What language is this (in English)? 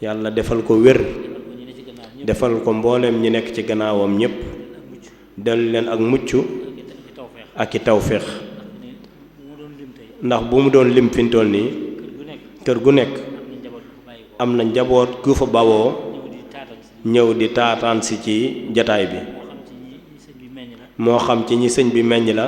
Wolof